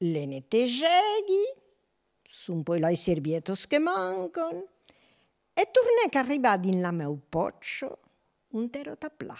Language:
Occitan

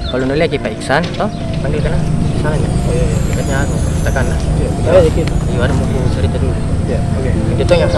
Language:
Makassar Malay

